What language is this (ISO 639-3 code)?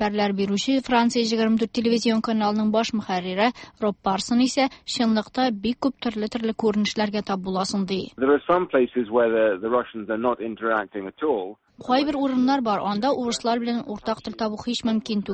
tat